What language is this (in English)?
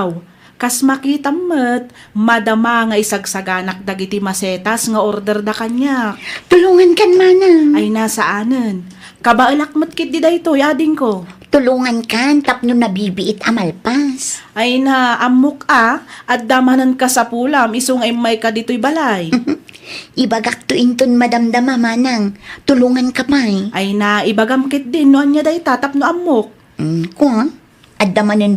Iloko